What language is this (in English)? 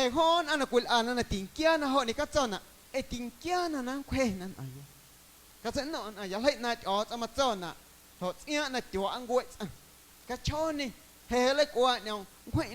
Guerrero Amuzgo